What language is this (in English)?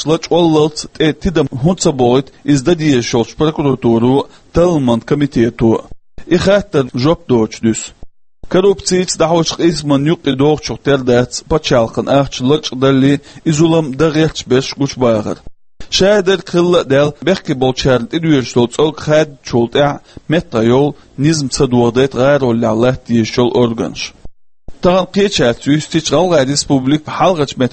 Chechen